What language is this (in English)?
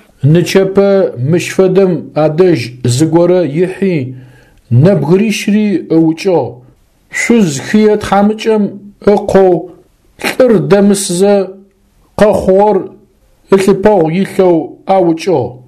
Adyghe